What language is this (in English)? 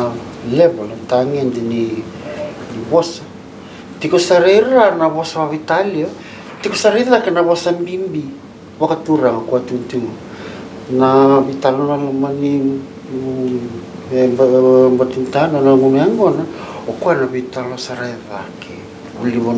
Fijian